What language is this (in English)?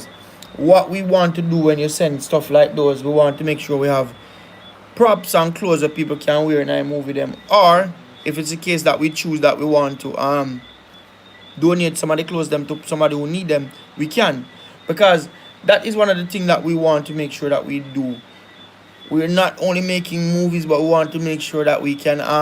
Jamaican Creole English